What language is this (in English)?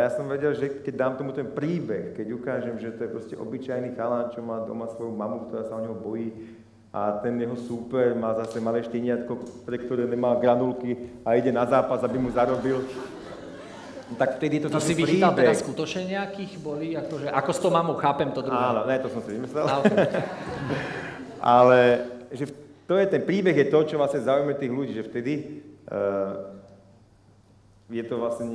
Slovak